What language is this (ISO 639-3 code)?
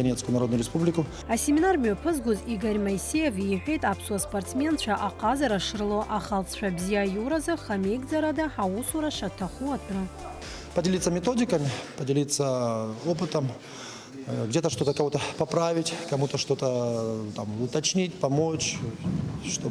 abk